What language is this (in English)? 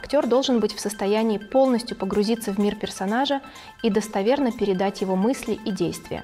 Russian